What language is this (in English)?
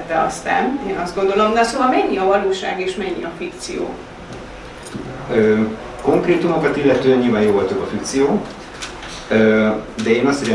Hungarian